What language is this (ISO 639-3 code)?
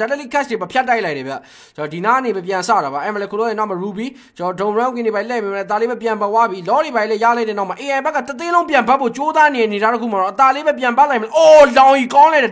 mya